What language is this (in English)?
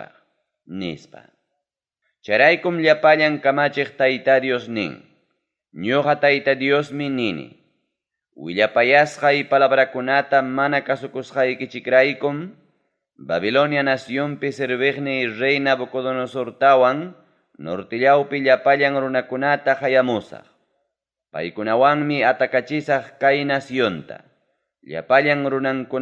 Ayacucho Quechua